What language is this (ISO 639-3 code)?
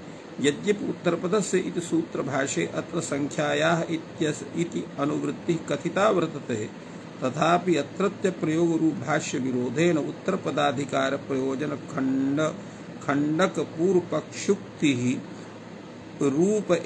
san